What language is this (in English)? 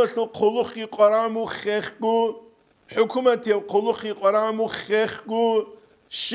Avaric